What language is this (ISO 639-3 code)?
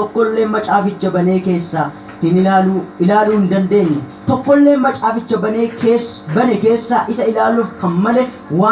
orm